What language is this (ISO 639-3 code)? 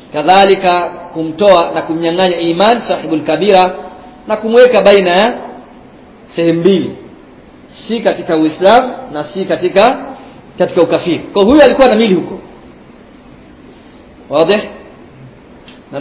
swa